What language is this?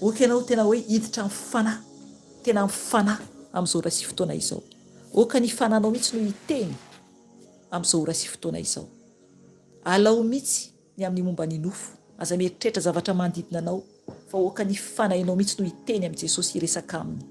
Malagasy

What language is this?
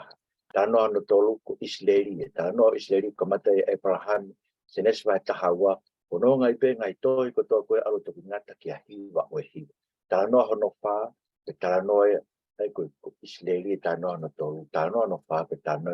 Tongan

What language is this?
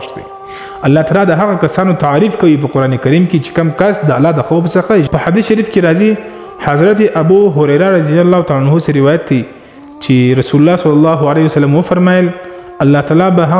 Pashto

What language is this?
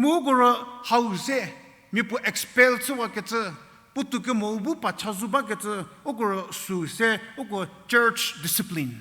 Angami Naga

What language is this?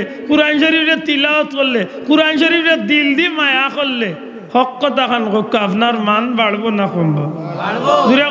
Sylheti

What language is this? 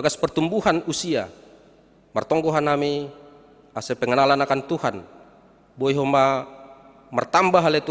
Batak Simalungun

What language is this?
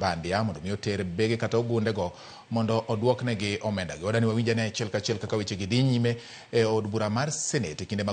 Luo (Kenya and Tanzania)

